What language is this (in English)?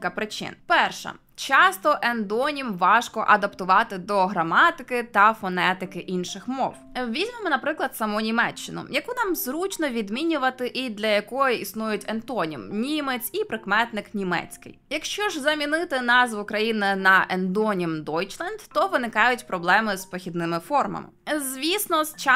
Ukrainian